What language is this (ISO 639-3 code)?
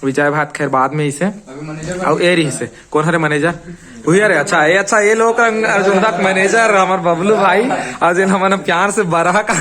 hne